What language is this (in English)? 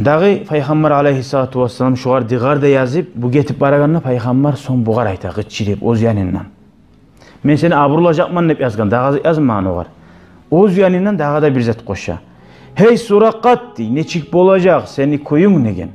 Kumyk